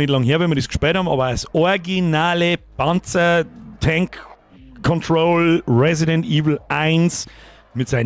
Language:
Bavarian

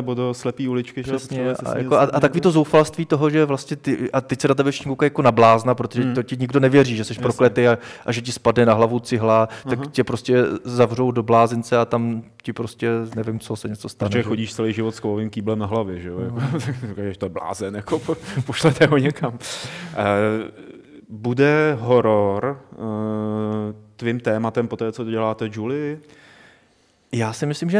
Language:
Czech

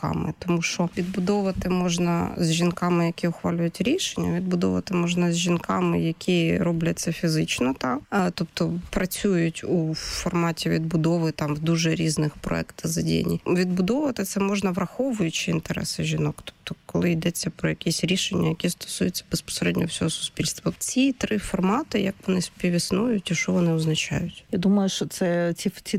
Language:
Ukrainian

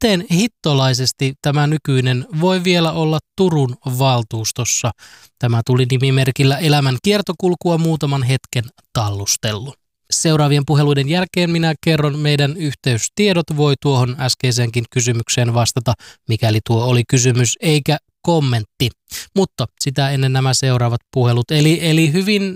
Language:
Finnish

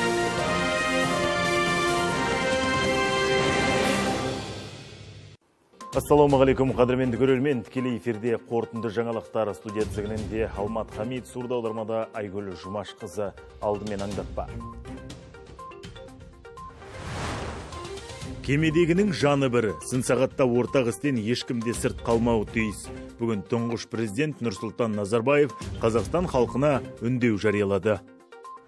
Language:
Kazakh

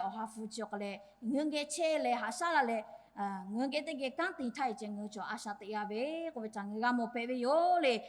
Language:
Lahu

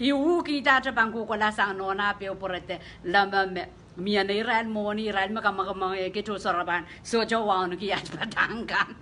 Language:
Pohnpeian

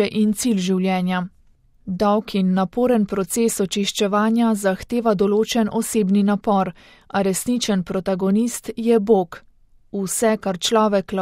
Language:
Slovenian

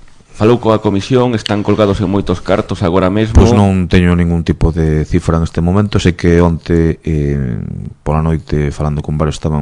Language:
Galician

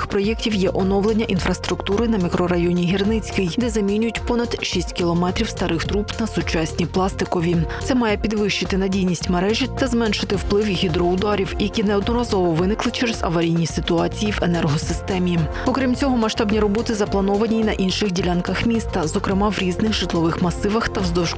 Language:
Ukrainian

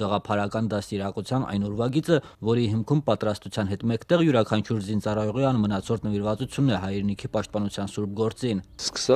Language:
Armenian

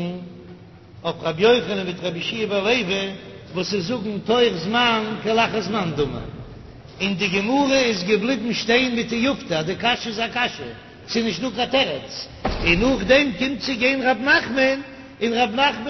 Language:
Yiddish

